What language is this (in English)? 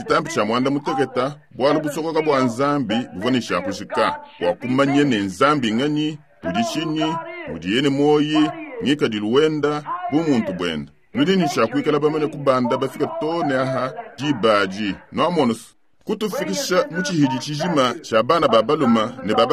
Luba-Lulua